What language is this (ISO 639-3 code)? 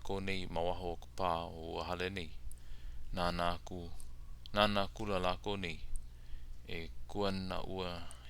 haw